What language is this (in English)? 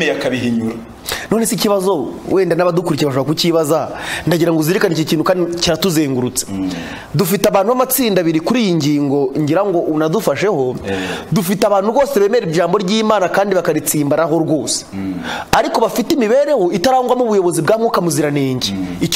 Kinyarwanda